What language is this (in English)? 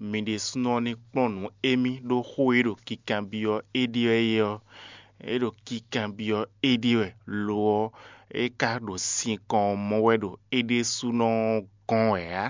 Fon